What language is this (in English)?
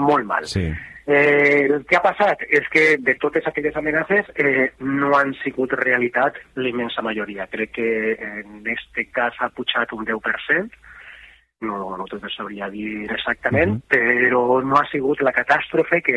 Catalan